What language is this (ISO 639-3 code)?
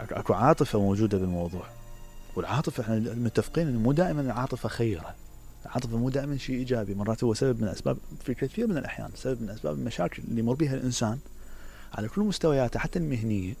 acm